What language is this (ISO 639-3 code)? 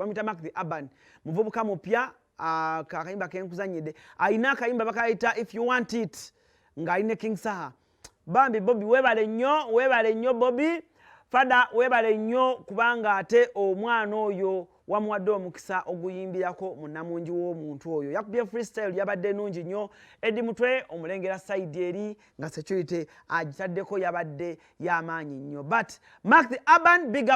lug